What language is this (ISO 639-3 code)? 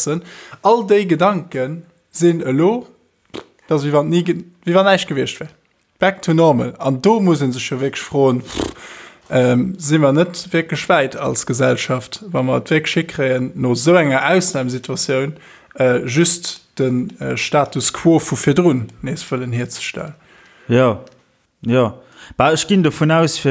ltz